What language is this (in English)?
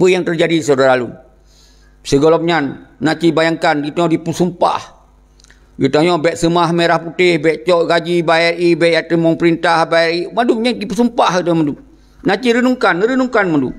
Achinese